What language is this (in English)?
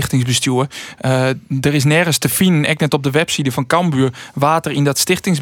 Western Frisian